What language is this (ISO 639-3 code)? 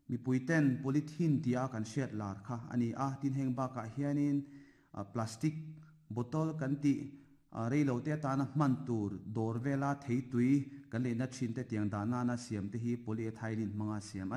lus